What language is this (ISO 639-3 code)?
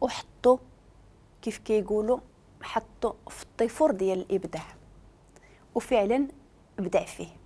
ary